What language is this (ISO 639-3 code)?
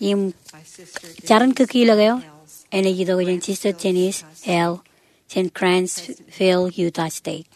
mah